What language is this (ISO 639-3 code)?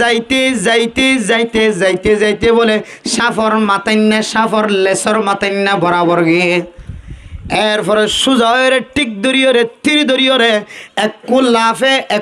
rhg